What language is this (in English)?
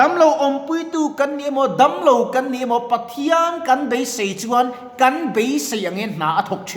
Mizo